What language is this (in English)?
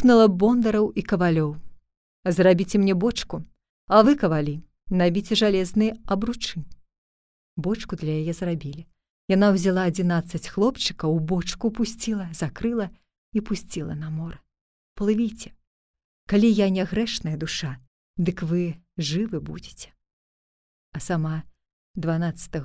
Belarusian